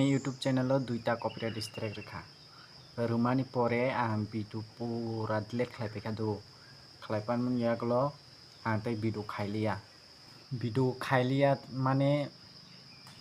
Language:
Kok Borok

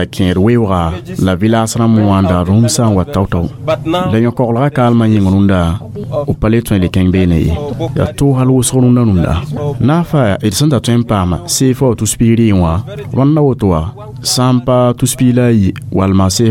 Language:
Mossi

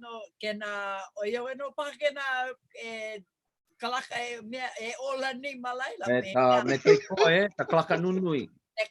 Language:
Hawaiian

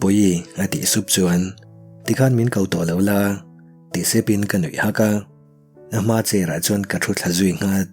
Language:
Mizo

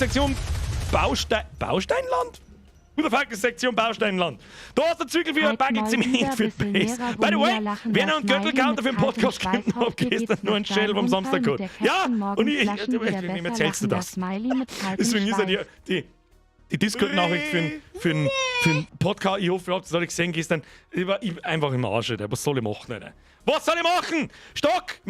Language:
Bavarian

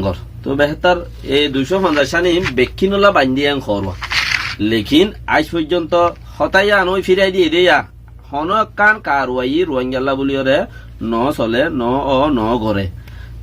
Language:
Rohingya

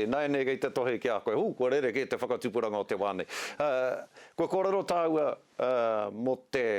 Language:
Māori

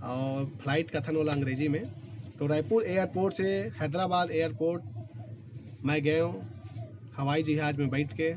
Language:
Chhattisgarhi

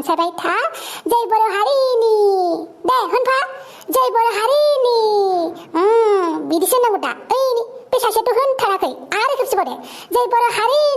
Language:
Bodo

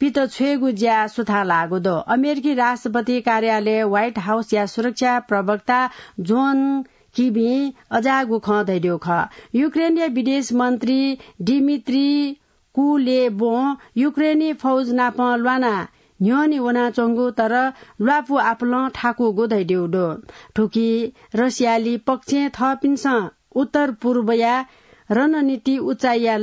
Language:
Newari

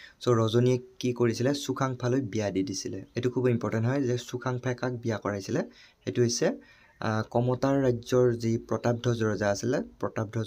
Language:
Assamese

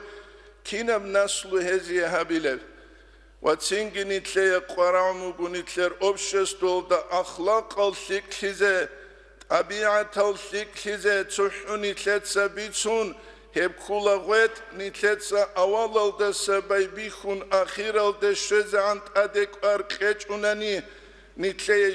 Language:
Avaric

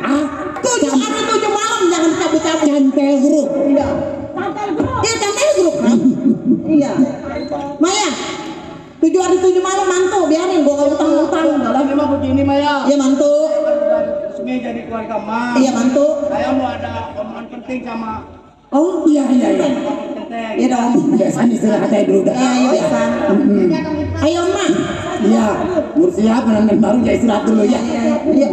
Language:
Betawi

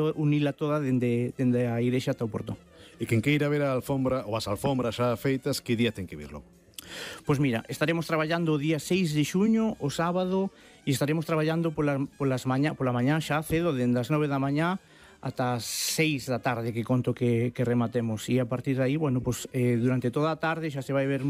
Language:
Galician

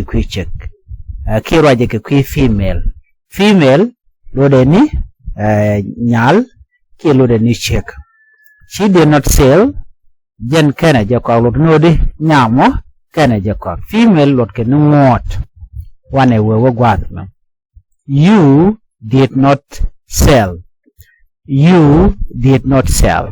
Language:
Nuer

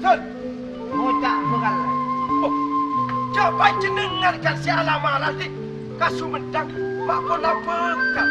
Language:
Madurese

